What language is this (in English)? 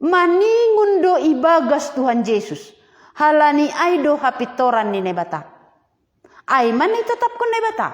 Batak Simalungun